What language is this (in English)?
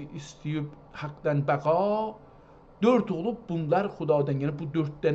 South Azerbaijani